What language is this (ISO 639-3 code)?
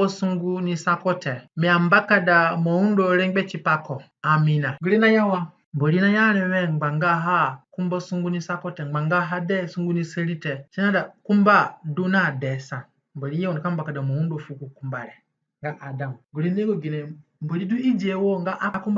zne